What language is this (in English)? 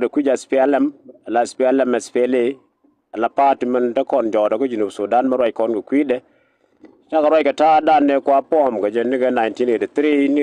Nuer